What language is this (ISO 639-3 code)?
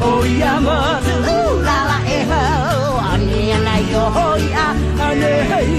haw